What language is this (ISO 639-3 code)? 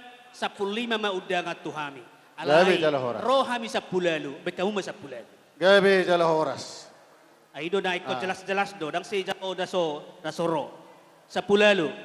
bbc